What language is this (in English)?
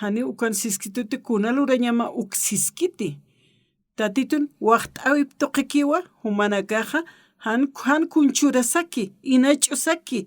Aymara